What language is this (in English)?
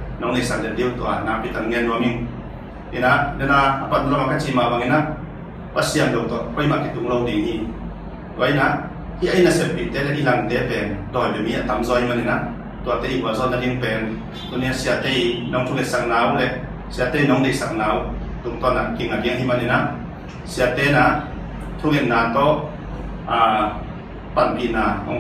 Tedim Chin